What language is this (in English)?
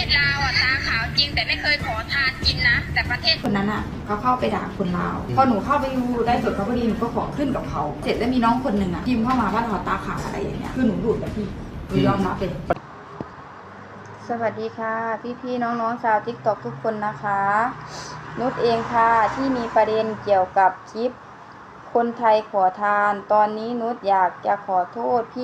Lao